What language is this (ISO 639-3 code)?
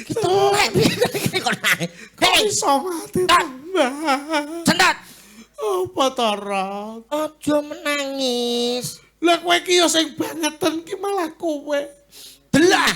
jav